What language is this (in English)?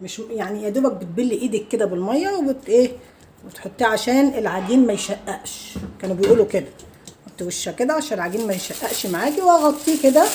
Egyptian Arabic